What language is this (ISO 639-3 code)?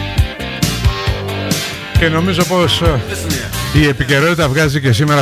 ell